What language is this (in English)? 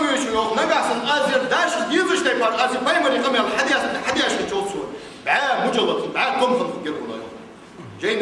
Ingush